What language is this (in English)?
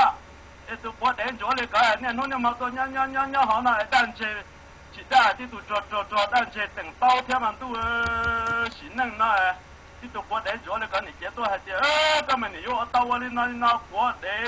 Hmong